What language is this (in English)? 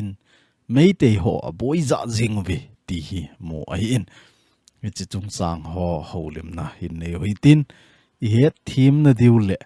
Thado Chin